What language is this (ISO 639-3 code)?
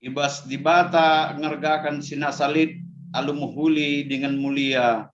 btx